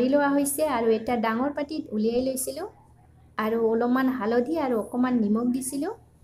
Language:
Assamese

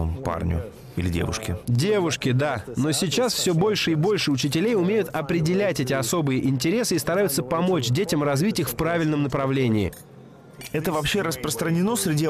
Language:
Russian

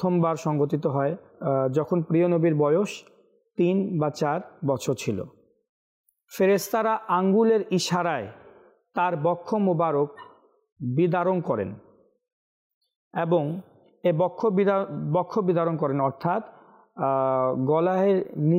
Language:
Bangla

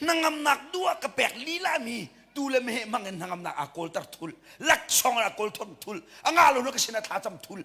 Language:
Hakha Chin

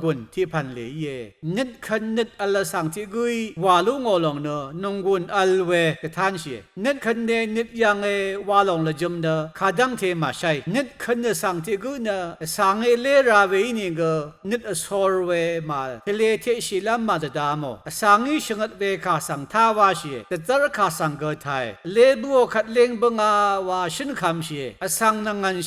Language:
Rawang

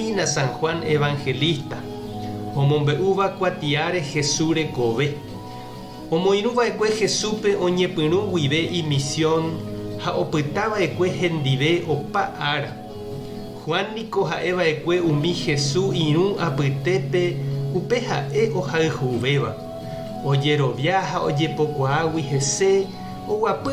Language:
Guarani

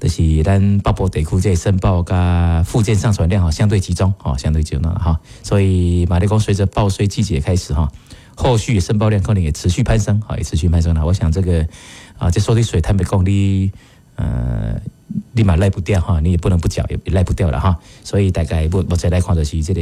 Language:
Min Nan Chinese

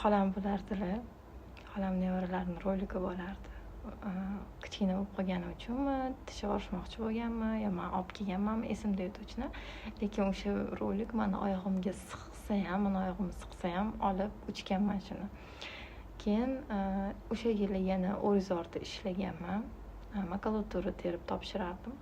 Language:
Uzbek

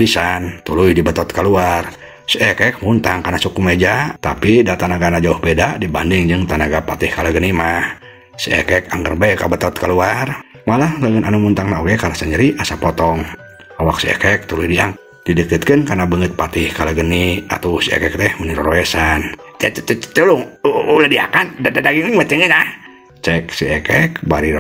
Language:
Sundanese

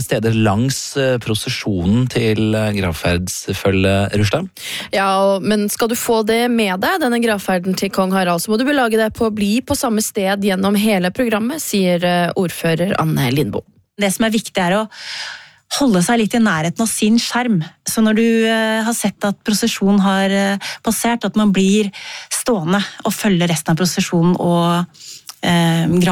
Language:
Norwegian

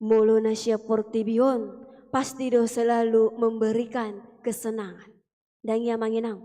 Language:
Batak Toba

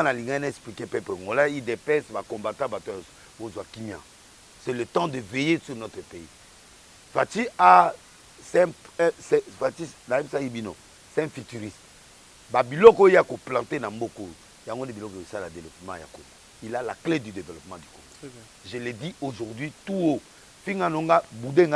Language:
Lingala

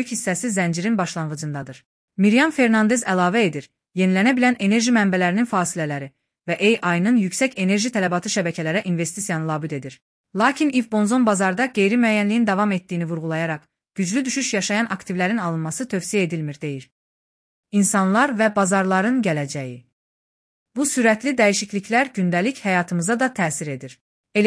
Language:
Azerbaijani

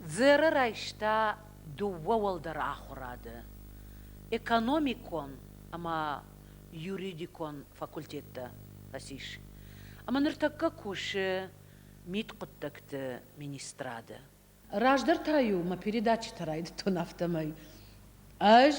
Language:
Ossetic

